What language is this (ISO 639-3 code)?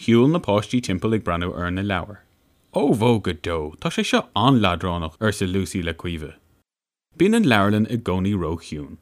gle